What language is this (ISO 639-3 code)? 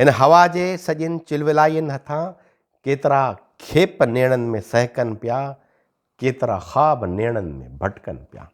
snd